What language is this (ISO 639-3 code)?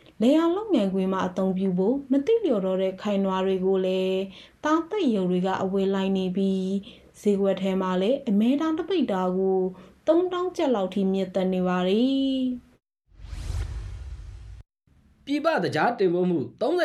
mya